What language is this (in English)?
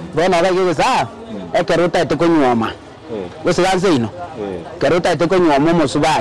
Gusii